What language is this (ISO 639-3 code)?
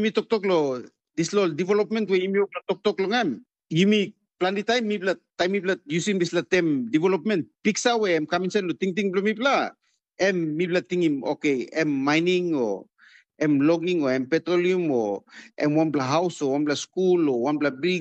tpi